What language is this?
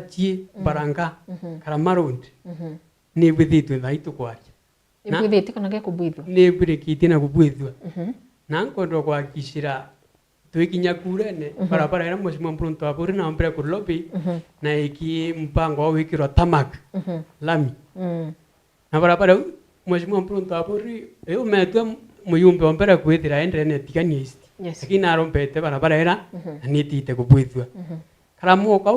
Meru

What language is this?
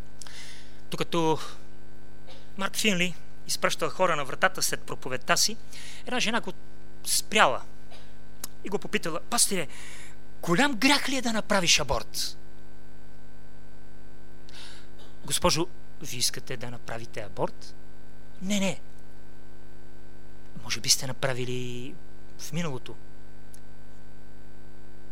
Bulgarian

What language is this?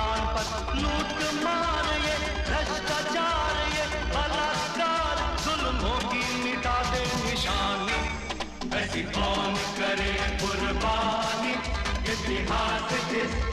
Hindi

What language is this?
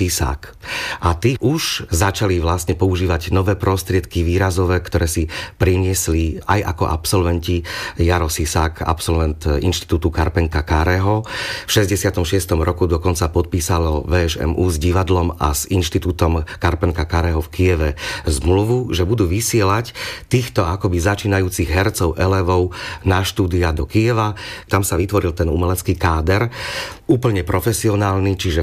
Slovak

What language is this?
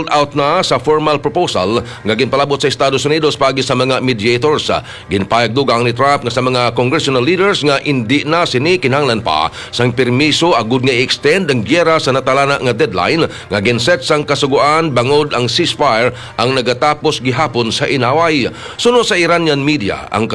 Hiligaynon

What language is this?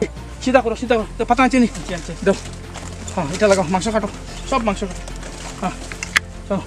Sylheti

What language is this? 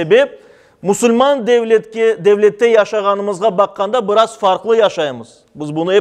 Crimean Tatar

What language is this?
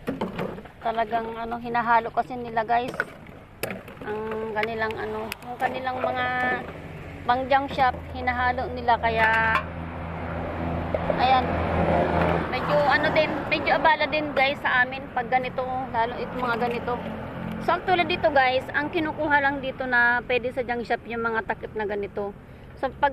Filipino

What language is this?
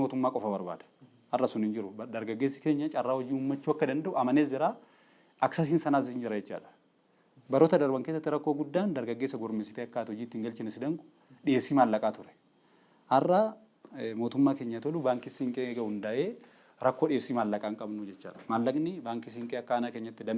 Oromo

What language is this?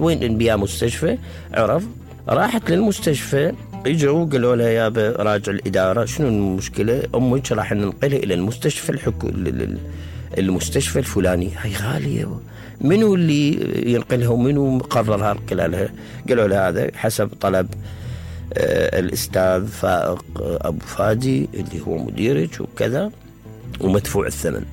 Mesopotamian Arabic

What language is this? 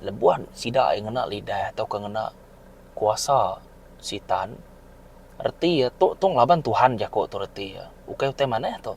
Iban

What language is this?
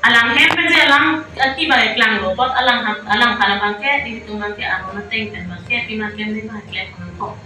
Karbi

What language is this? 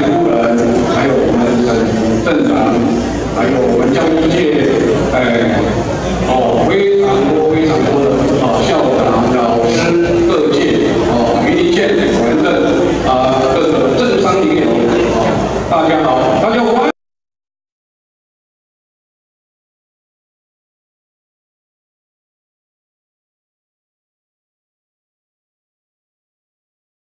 Chinese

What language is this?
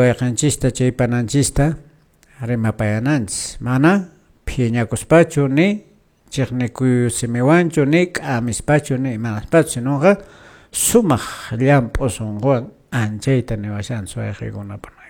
Quechua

